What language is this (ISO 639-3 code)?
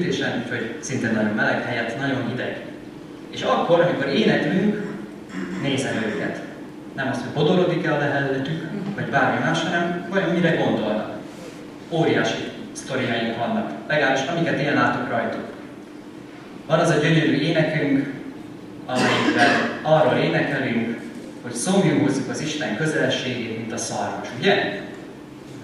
hun